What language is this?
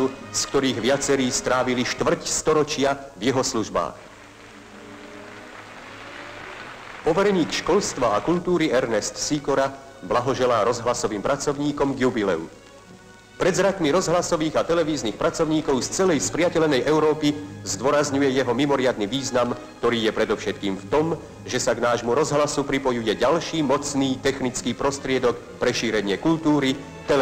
Slovak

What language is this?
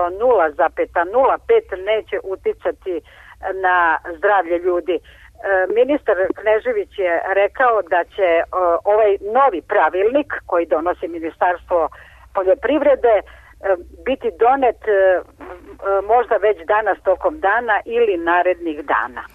Serbian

